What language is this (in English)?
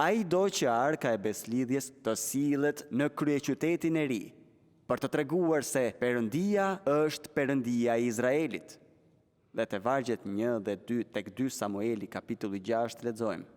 Albanian